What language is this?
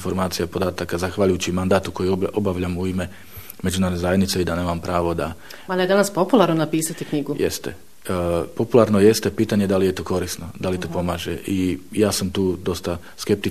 Bosnian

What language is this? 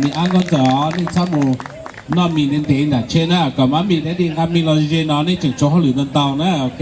Hmong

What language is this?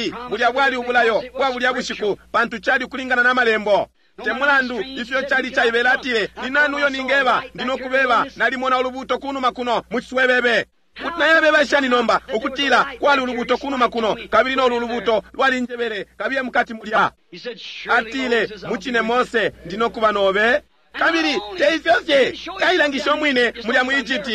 Bemba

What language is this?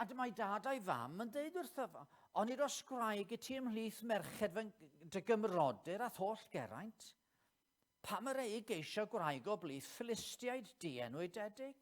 Welsh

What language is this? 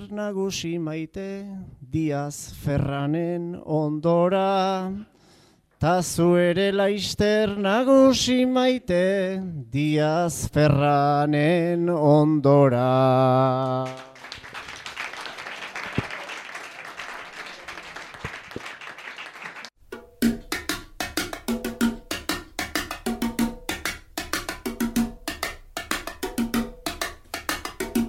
Basque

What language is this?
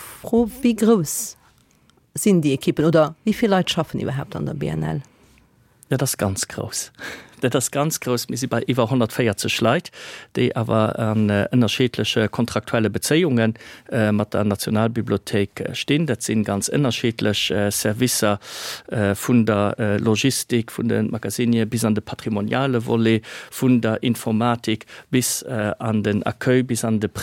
Luxembourgish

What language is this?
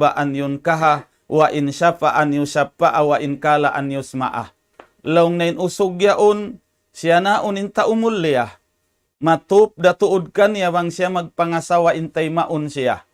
Tausug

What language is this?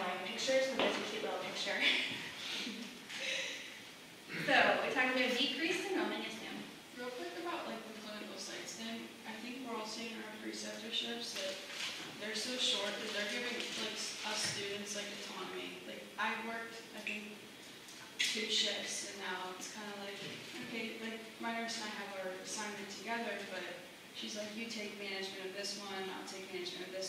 English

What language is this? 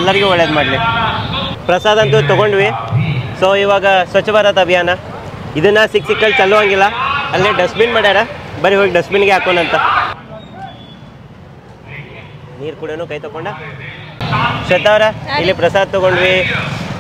Kannada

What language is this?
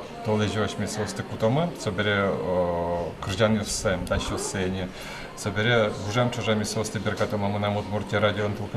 Udmurt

